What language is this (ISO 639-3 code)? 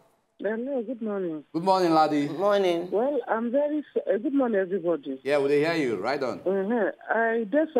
pcm